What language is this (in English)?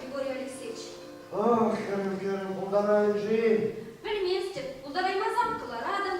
Chuvash